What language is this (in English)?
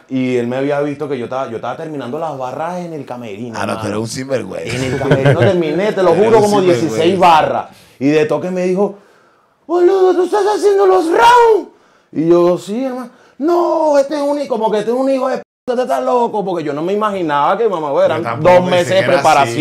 Spanish